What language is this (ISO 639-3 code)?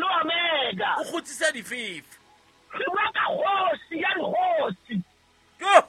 sot